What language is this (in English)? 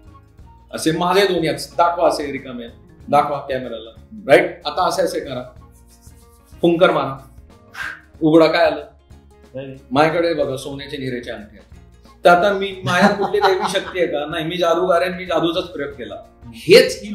Marathi